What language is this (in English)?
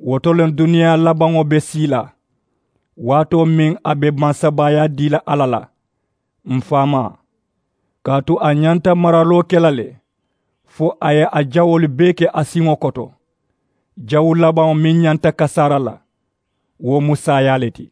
Mandingo